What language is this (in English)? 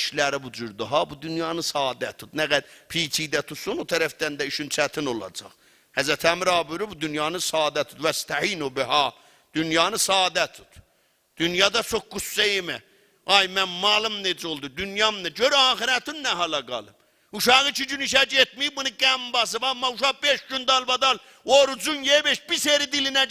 South Azerbaijani